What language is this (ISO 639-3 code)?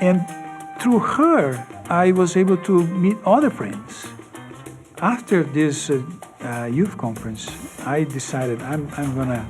tah